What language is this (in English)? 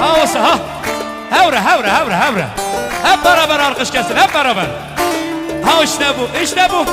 Kurdish